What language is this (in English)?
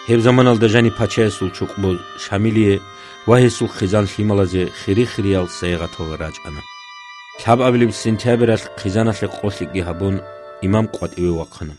Avaric